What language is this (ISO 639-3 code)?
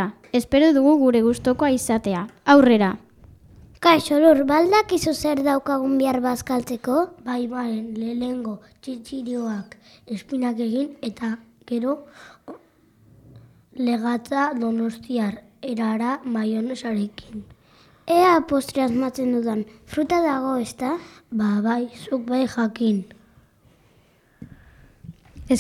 eus